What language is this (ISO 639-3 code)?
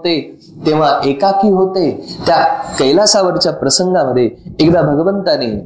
mar